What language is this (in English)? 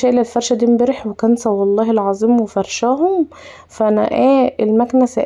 Egyptian Arabic